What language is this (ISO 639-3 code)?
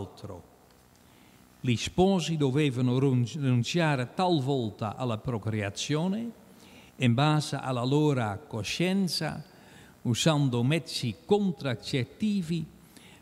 ita